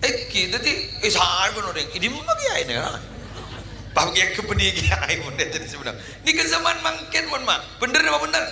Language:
Madurese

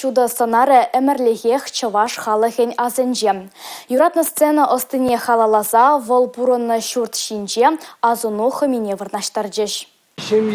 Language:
Chuvash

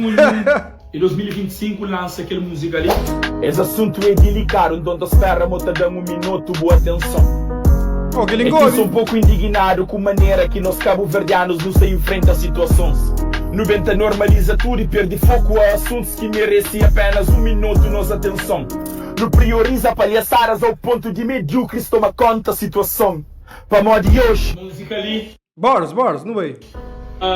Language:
Kabuverdianu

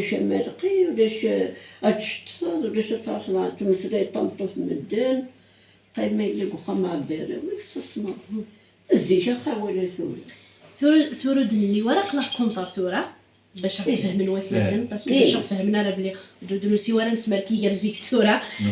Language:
Kabyle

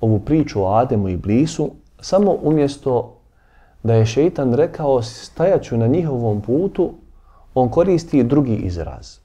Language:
Bosnian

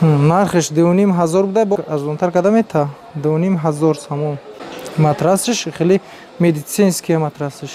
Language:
Tajik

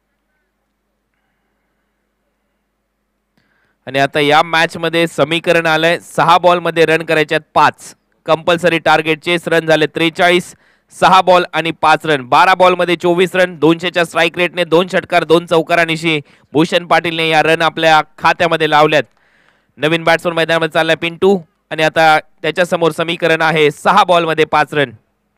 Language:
Marathi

